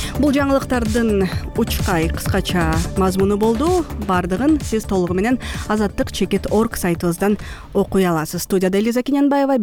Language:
Kyrgyz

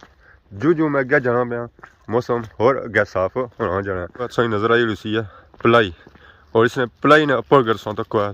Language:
Pahari-Potwari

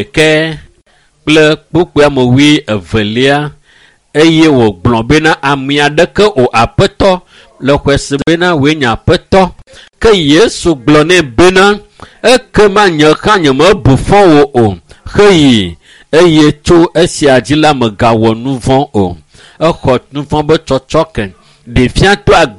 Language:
Ewe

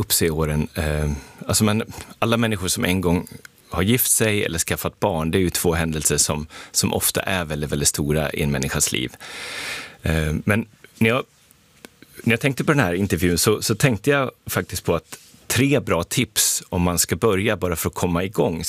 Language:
Swedish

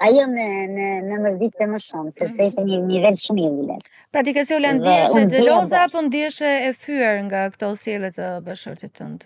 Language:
Albanian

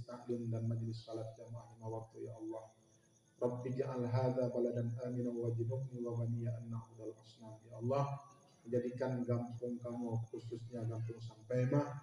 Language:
Achinese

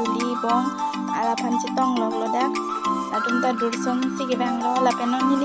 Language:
Karbi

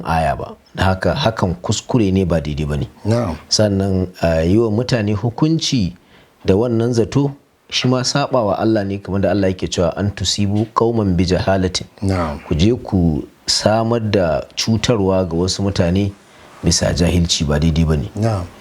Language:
Hausa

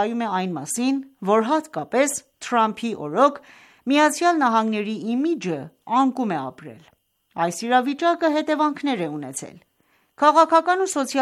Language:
Armenian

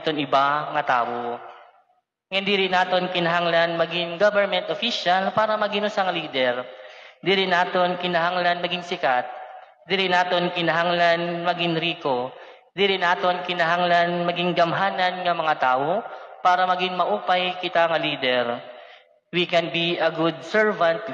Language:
Waray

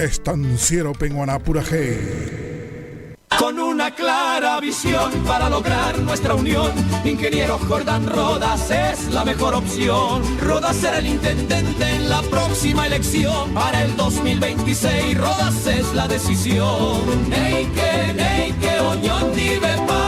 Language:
Guarani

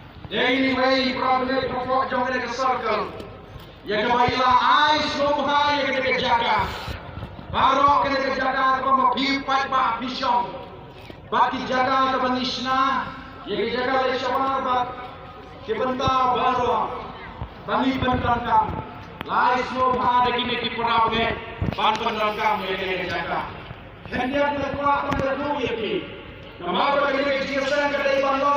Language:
Khasi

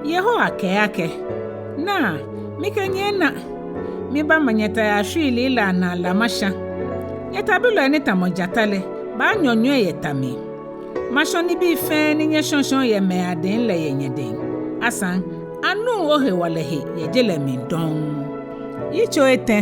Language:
Ga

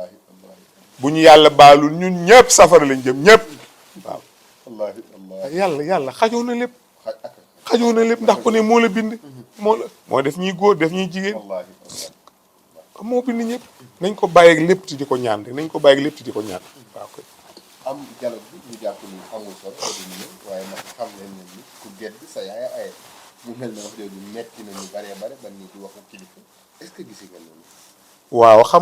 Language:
Wolof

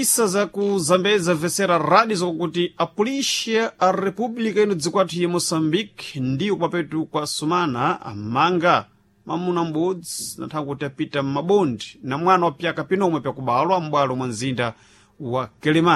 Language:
Sena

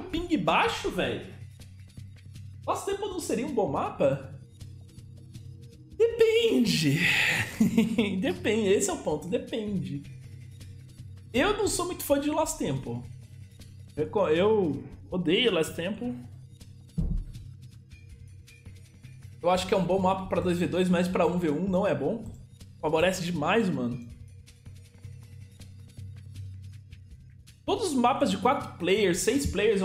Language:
Portuguese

